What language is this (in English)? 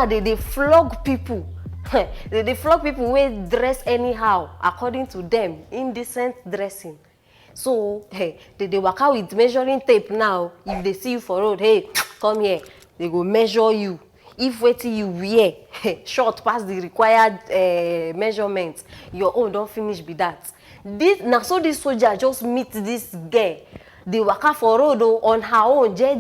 Nigerian Pidgin